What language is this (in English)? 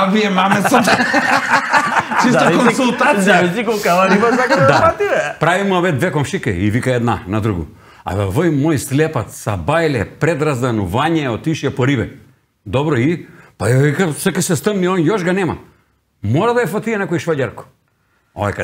Macedonian